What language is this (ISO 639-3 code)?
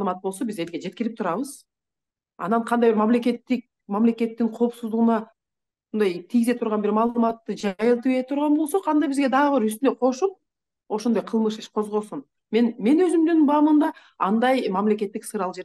kir